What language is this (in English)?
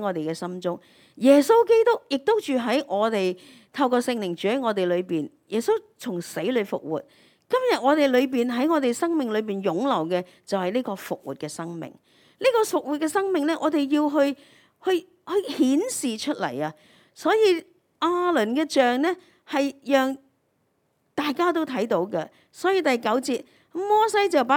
Cantonese